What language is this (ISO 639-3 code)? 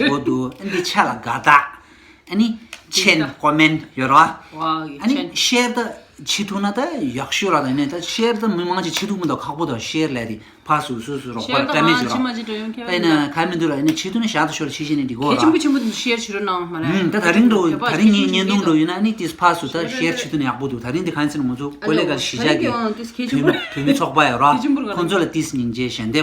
bod